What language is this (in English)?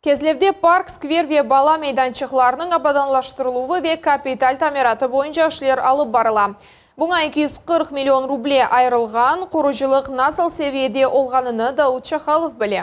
Crimean Tatar